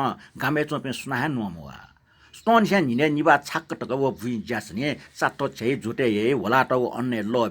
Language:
Newari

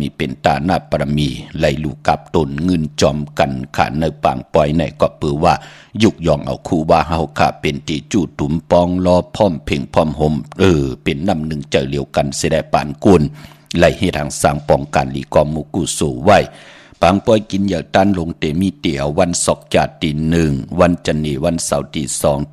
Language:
Shan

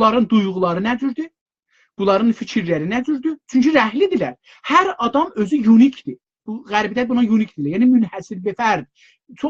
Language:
South Azerbaijani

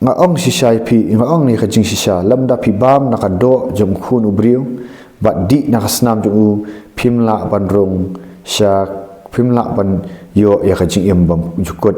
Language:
Khasi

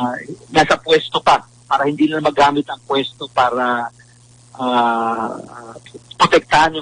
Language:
Filipino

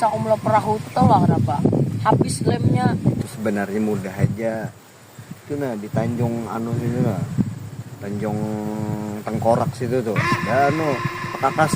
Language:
Banjar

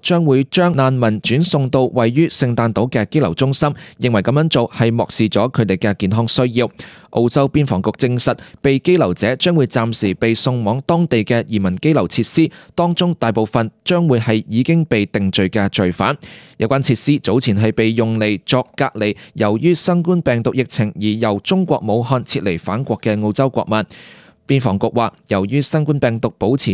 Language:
Cantonese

